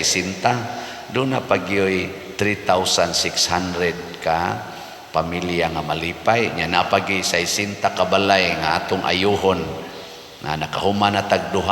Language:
Cebuano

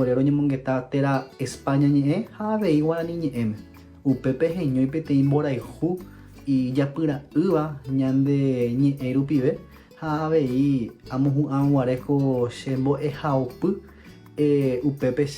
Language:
Guarani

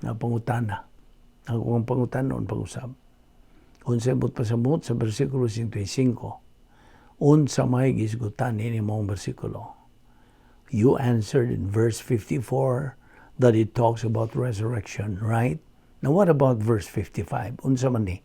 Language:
Cebuano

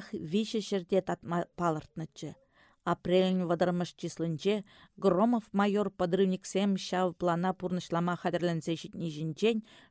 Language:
Chuvash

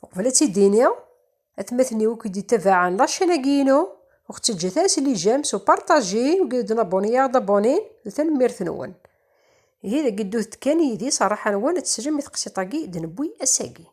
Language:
Kabyle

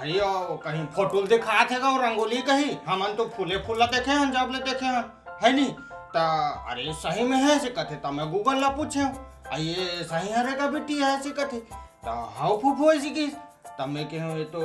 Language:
Chhattisgarhi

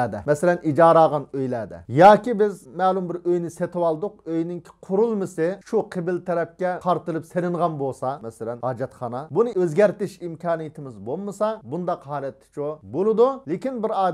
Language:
Uyghur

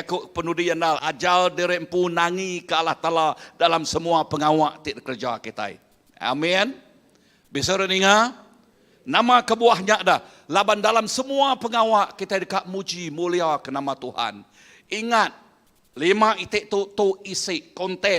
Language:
Iban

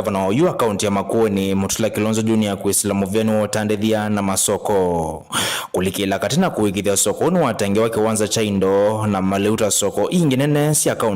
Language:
Kamba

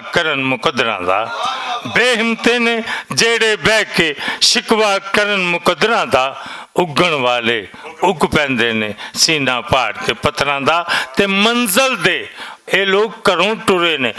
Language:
Western Panjabi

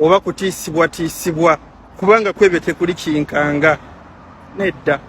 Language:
Ganda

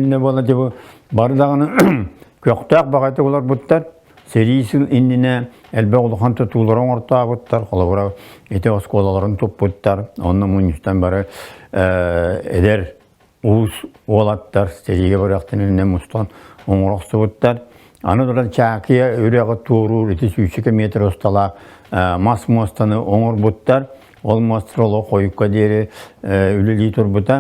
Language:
Yakut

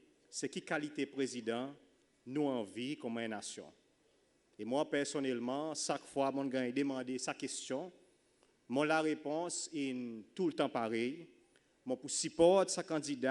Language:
Seselwa Creole French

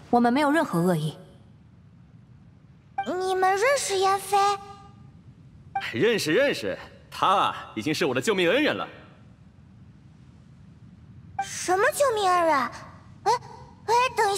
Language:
Chinese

